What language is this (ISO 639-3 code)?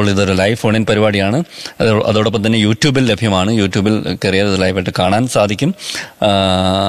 mal